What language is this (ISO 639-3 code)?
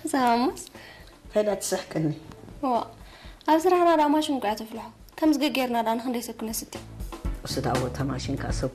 tir